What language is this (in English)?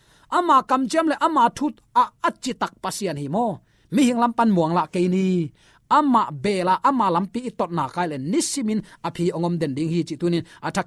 Tedim Chin